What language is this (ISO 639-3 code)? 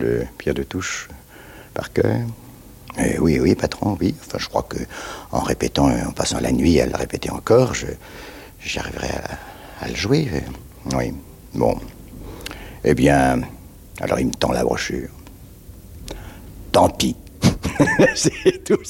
fra